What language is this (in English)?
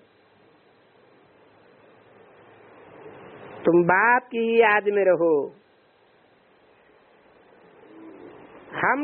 Hindi